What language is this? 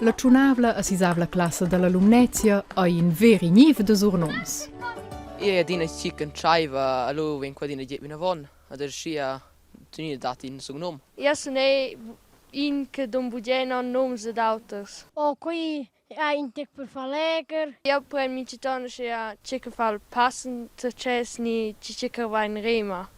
Romansh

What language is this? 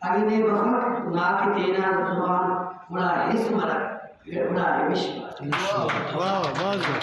Brahui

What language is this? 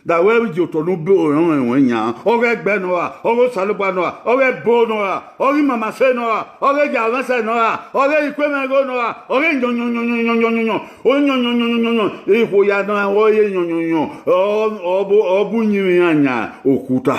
Bini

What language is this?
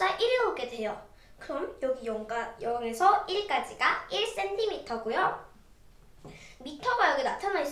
Korean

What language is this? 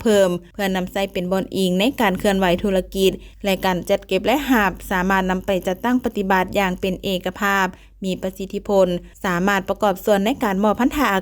Lao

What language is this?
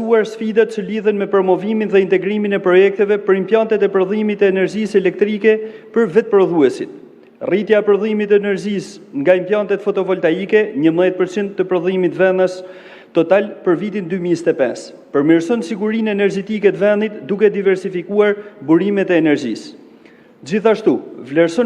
Albanian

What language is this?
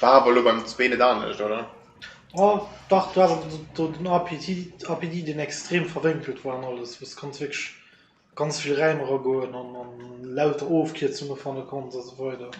Luxembourgish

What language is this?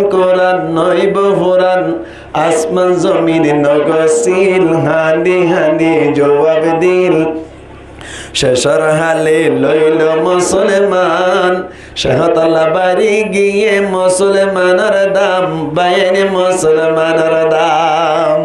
Rohingya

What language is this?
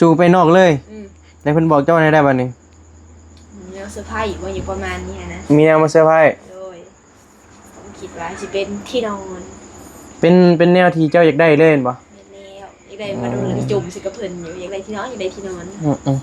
Northeastern Thai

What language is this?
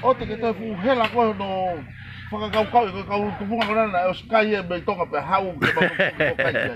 Tongan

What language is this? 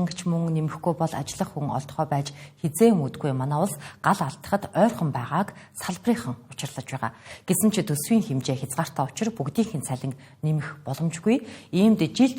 Mongolian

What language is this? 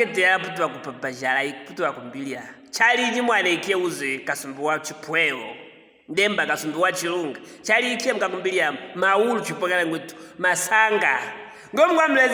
Luvale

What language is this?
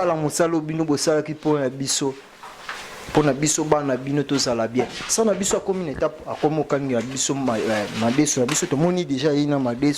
Lingala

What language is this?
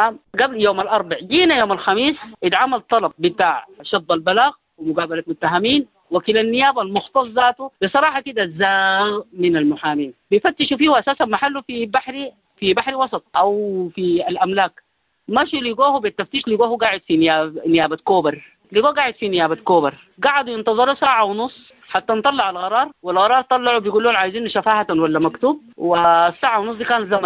Sudanese Arabic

